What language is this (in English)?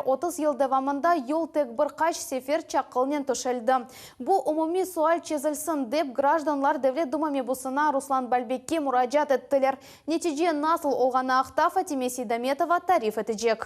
Crimean Tatar